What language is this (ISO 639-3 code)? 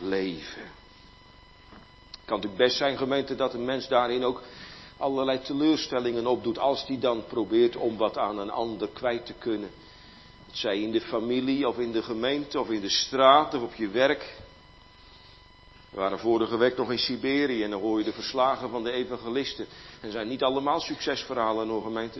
nld